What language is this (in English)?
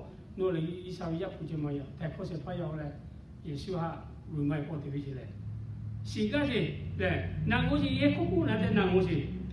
Lahu